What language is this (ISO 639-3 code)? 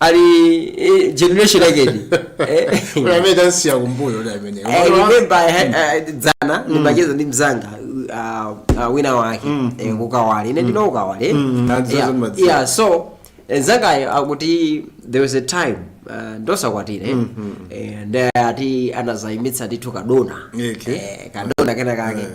nya